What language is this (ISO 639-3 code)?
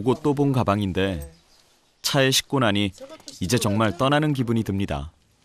kor